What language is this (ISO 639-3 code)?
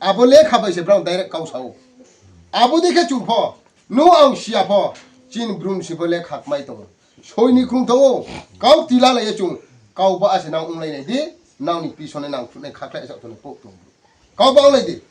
ria